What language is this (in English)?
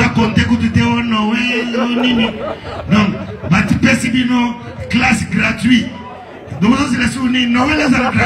Lingala